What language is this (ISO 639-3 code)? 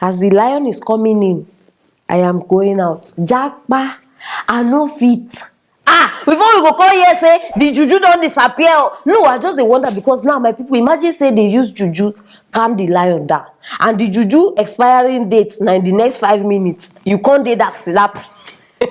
pcm